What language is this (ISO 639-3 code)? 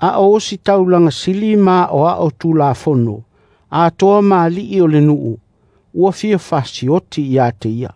smo